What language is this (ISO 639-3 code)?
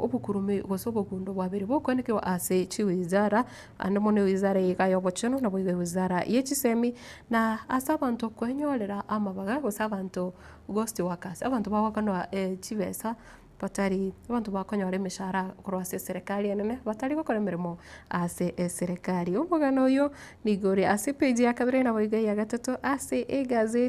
guz